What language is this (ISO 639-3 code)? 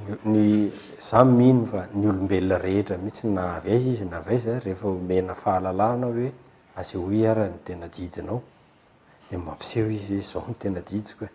mlg